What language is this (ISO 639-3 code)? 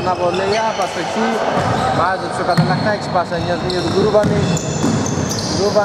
ell